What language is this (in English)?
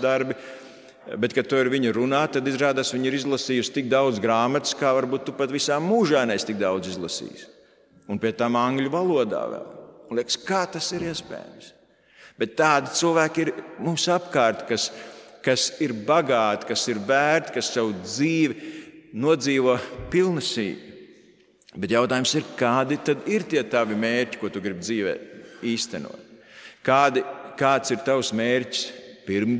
Latvian